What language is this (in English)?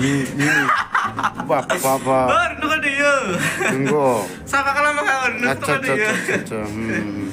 Bodo